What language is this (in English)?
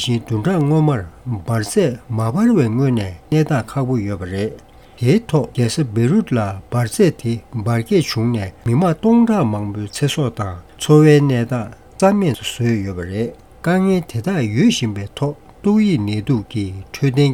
Tibetan